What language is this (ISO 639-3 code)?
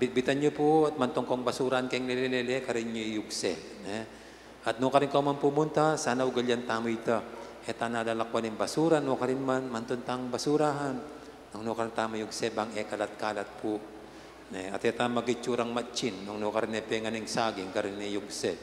pam